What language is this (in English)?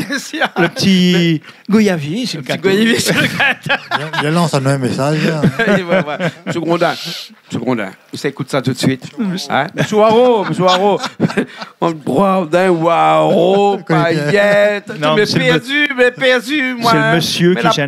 Réunion Creole French